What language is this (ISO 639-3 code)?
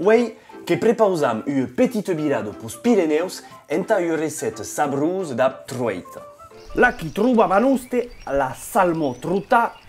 oci